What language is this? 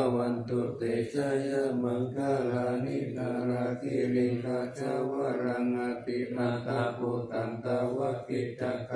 Pali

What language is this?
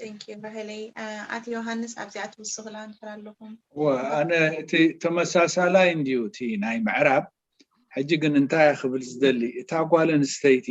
Tigrinya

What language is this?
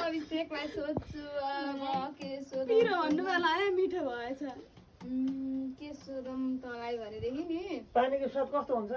Nepali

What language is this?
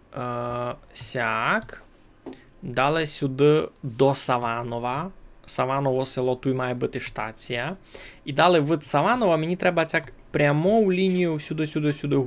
Rusyn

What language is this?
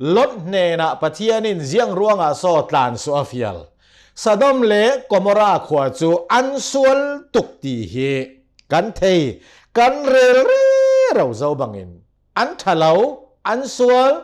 Hakha Chin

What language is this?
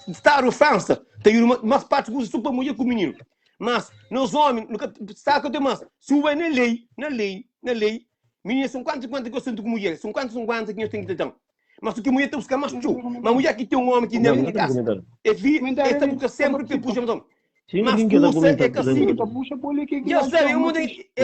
Kabuverdianu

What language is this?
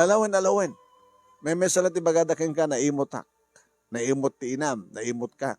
Iloko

